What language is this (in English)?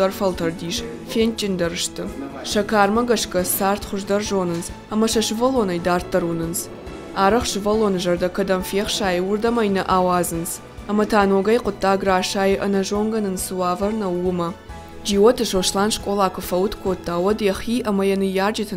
Ossetic